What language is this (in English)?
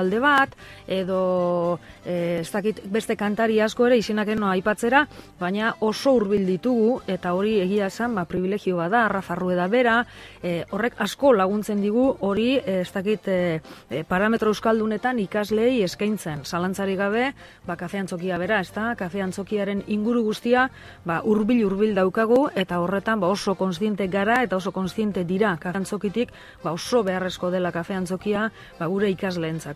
Basque